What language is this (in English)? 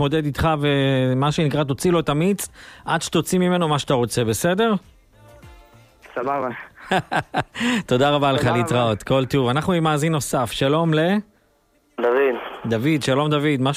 Hebrew